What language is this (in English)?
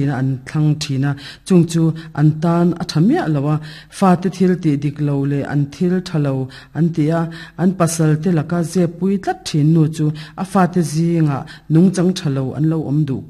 Mizo